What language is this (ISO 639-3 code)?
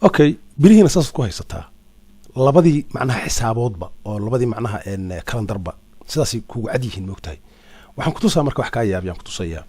som